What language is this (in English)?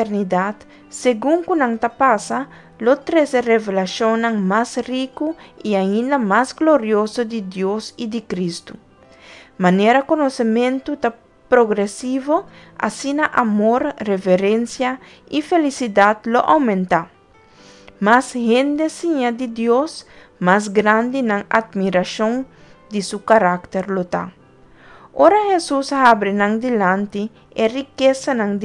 Papiamento